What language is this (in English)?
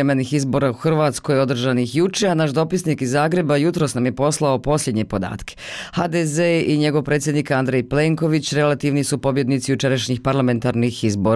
Bosnian